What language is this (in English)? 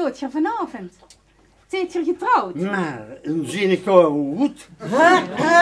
Limburgish